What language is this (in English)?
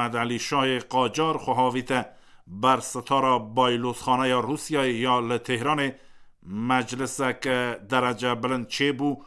Kurdish